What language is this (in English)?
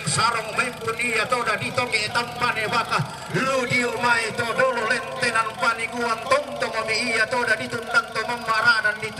Toraja-Sa'dan